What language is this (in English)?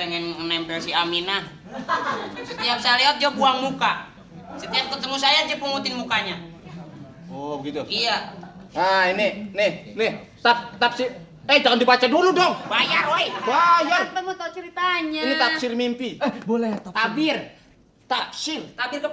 Betawi